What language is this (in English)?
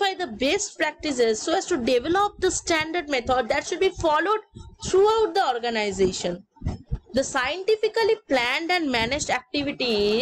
English